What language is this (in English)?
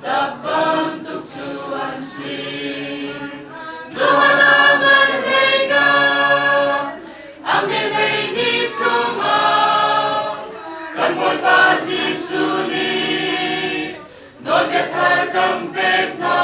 Hakha Chin